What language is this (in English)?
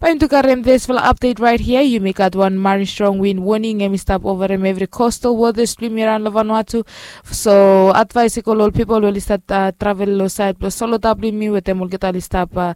Bislama